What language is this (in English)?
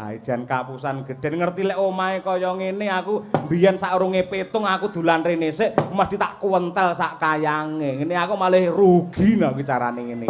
Javanese